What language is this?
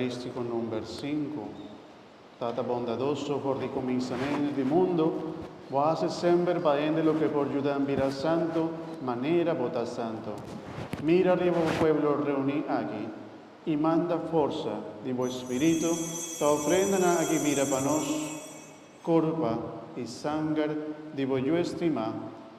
Papiamento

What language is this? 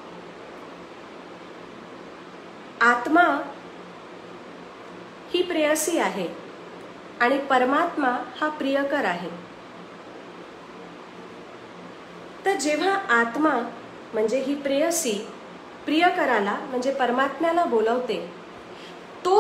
Marathi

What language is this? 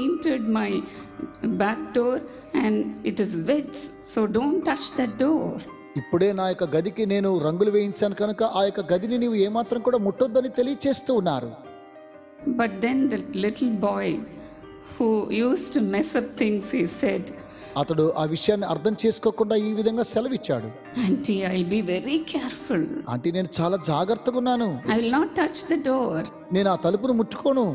Telugu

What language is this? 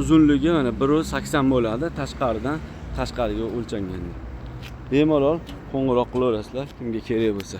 Uzbek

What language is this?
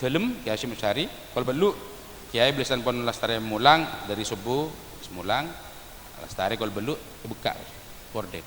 Madurese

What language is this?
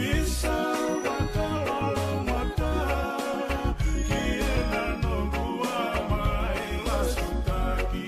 Fijian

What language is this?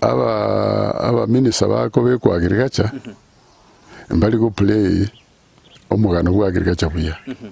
Gusii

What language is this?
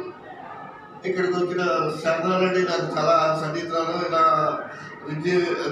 Telugu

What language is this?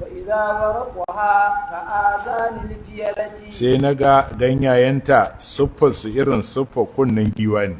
Hausa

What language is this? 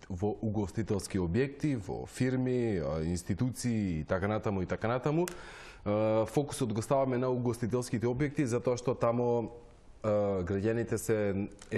Macedonian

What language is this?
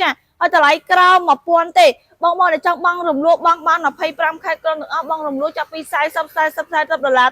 Khmer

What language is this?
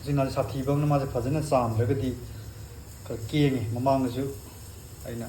Manipuri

